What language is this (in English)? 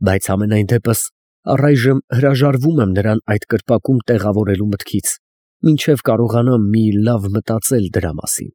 Armenian